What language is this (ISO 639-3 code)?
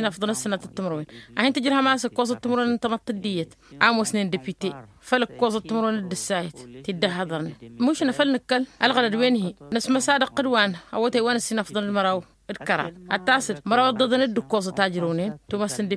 taq